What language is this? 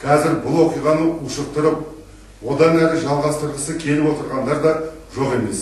Kazakh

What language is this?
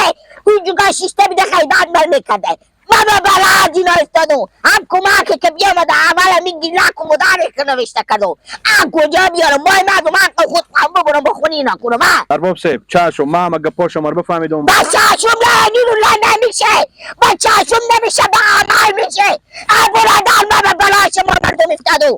Hazaragi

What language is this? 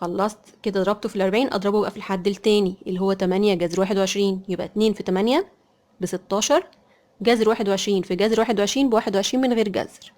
Egyptian Arabic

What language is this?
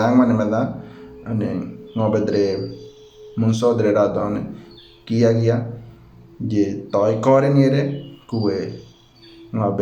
Ngäbere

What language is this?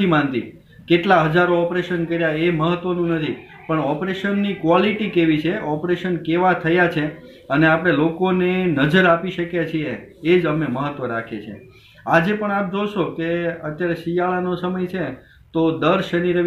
Gujarati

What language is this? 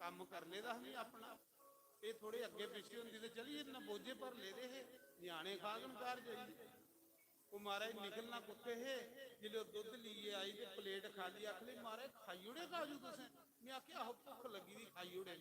Dogri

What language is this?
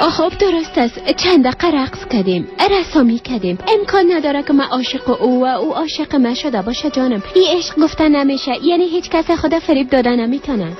Persian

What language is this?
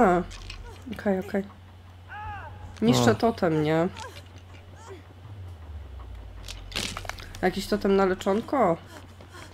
Polish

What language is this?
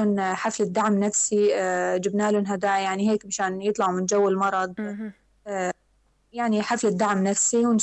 North Levantine Arabic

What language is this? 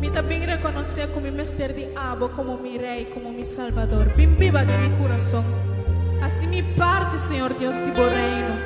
Papiamento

